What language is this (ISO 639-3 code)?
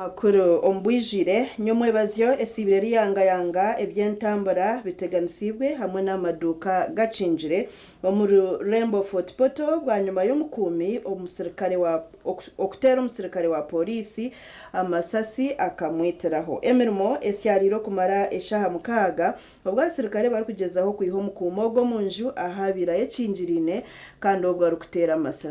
nyn